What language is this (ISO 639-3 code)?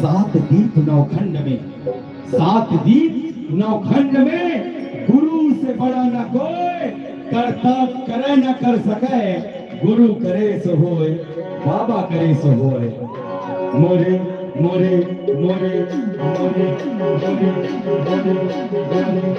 hne